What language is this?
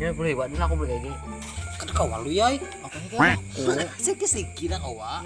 Banjar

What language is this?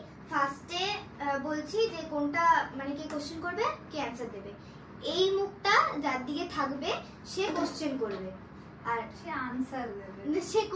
Bangla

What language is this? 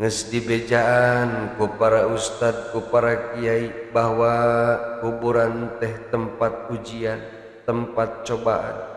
Sundanese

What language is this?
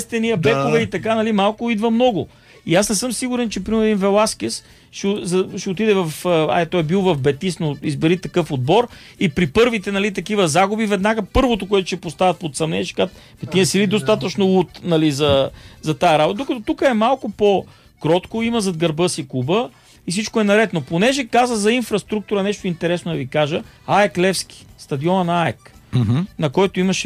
Bulgarian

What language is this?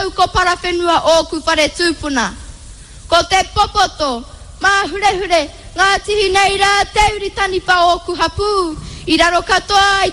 Māori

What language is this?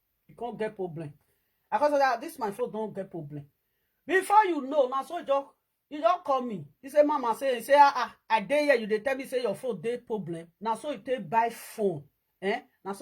Nigerian Pidgin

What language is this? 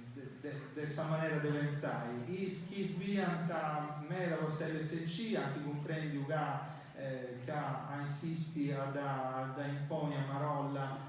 Sardinian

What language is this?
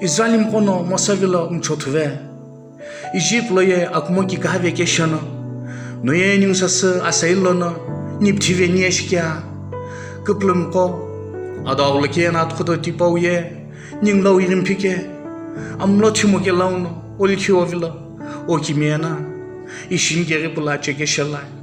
Sumi Naga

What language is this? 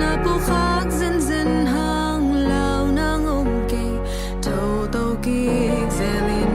Tedim Chin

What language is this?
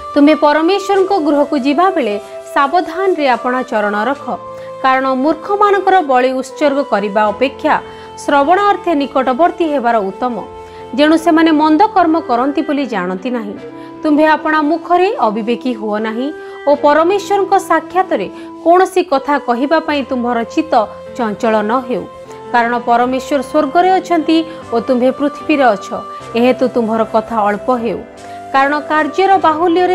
Odia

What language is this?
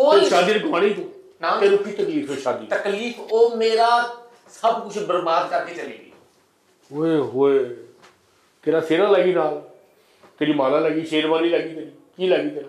Punjabi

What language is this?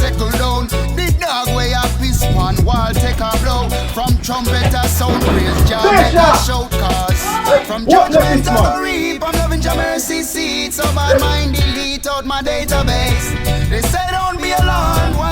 Jamaican Creole English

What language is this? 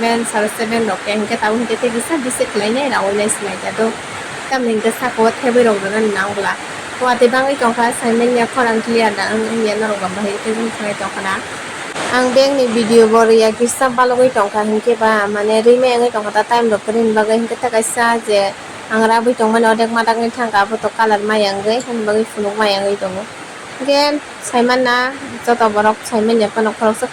Kok Borok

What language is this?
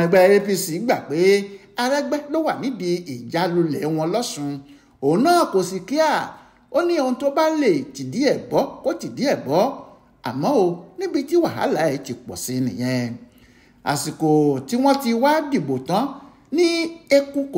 Yoruba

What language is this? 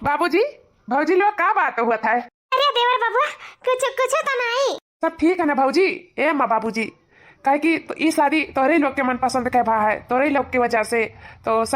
Awadhi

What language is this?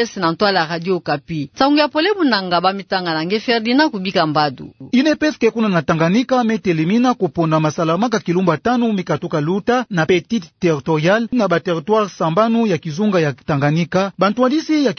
Kituba (Democratic Republic of Congo)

